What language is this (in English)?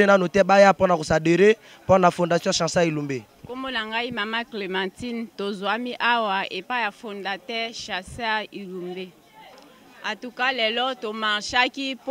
Lingala